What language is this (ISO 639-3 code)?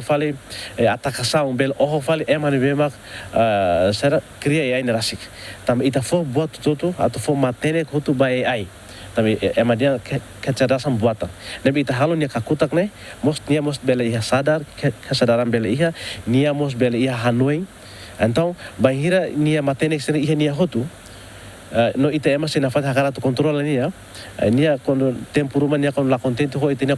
tet